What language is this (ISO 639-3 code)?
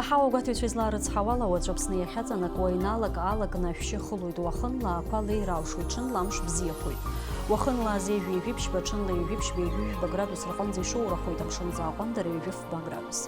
abk